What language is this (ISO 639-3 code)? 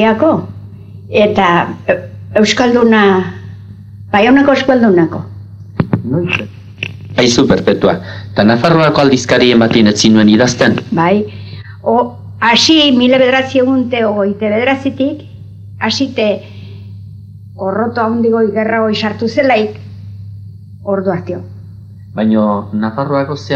eus